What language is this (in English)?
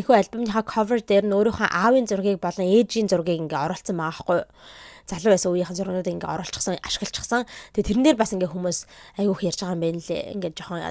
Mongolian